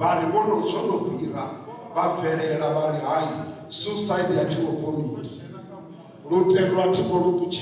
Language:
Venda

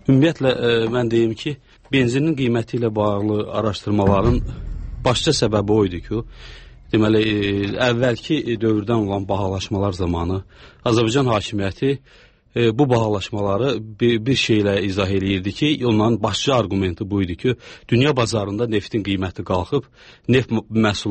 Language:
Azerbaijani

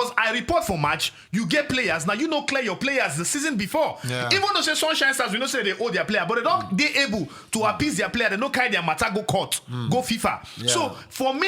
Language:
Nigerian Pidgin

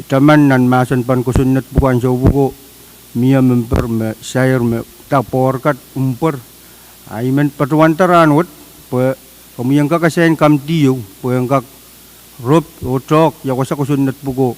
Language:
Pohnpeian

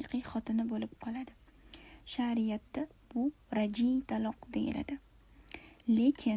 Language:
Uzbek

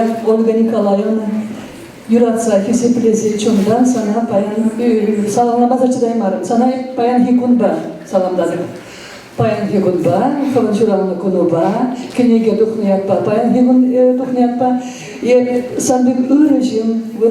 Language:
Chuvash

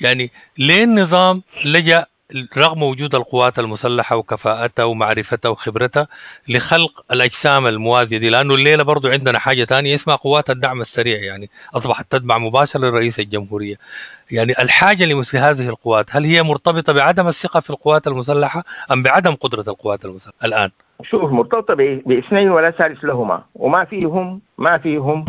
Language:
Sudanese Arabic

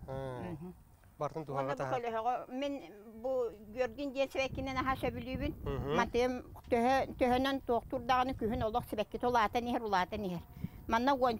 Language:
Yakut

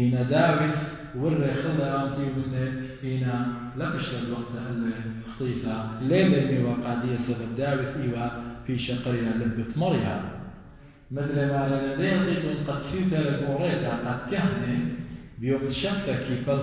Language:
Assyrian Neo-Aramaic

